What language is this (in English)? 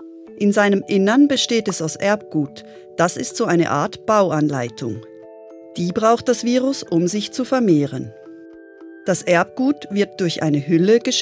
Swiss German